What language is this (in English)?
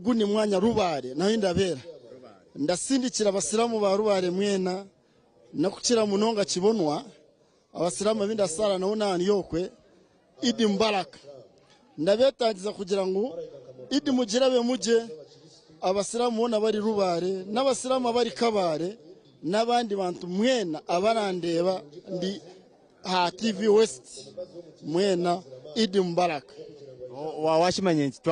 Nyankole